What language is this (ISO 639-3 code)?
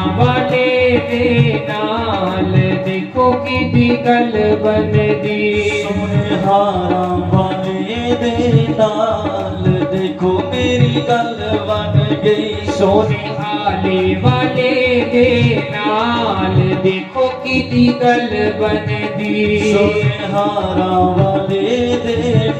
doi